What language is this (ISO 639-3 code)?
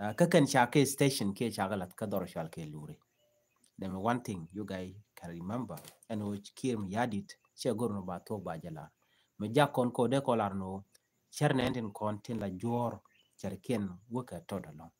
nus